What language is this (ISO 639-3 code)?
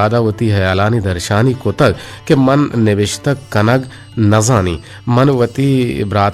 bgp